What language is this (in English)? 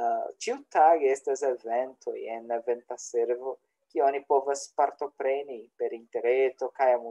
Esperanto